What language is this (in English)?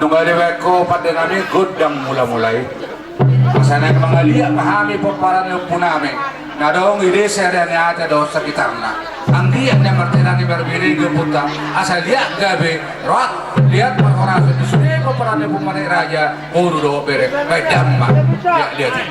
Batak Toba